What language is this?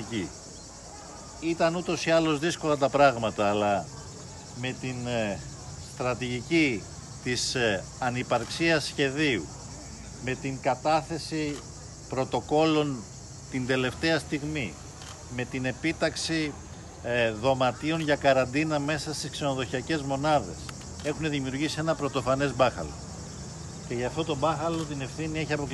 Greek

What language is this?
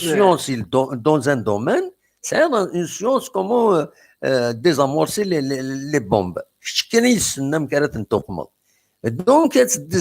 Kabyle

